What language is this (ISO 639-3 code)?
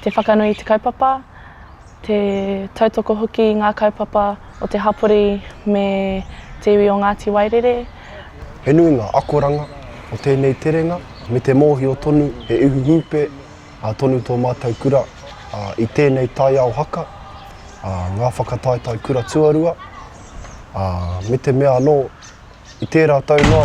mri